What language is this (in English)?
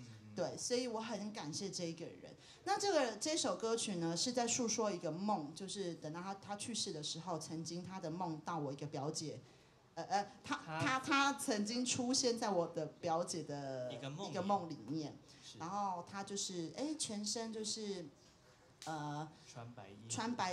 Chinese